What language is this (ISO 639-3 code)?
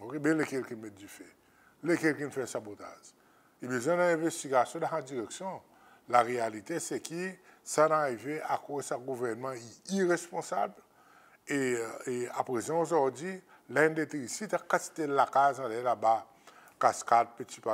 crs